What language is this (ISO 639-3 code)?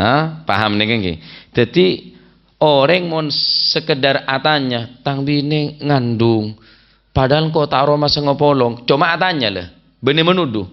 mad